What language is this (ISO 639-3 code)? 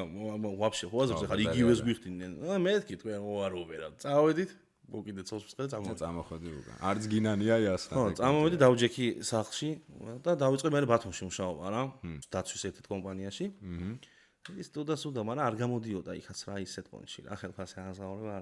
kat